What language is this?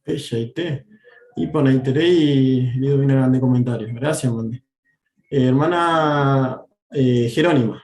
Guarani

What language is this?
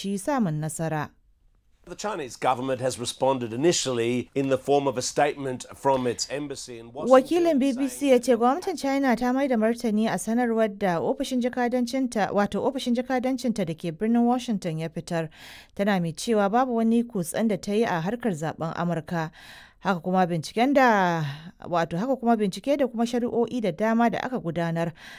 Hausa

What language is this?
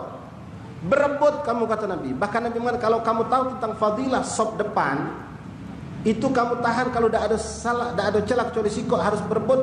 Musi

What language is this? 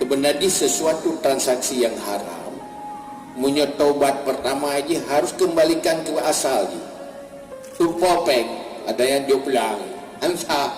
Achinese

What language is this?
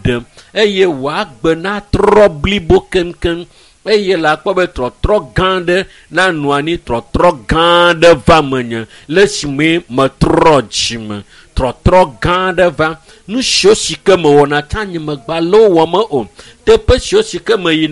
Ewe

